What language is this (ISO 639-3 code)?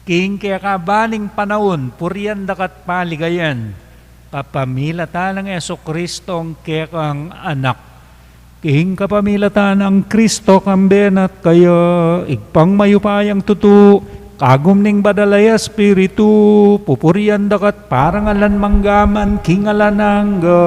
pam